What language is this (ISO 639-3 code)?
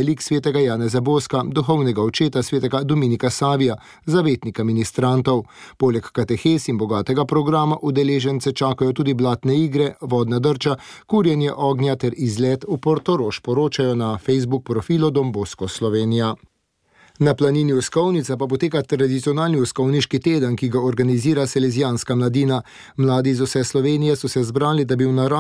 slv